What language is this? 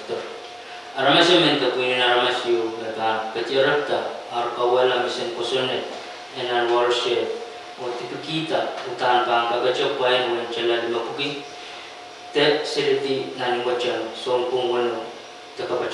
Pohnpeian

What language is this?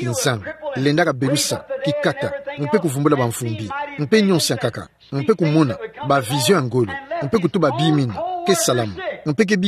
Kituba (Democratic Republic of Congo)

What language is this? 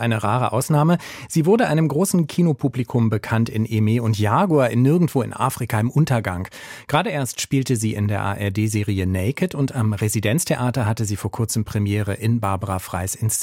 German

